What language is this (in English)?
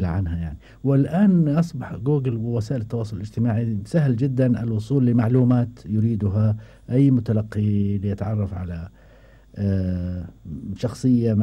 Gulf Arabic